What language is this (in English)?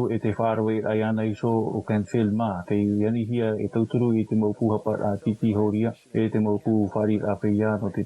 Tahitian